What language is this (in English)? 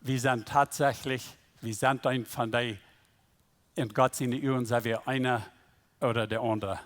Plautdietsch